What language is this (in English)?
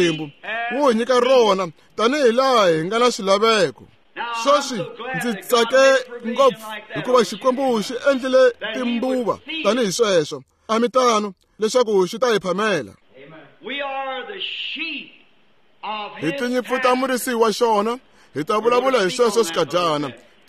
Tsonga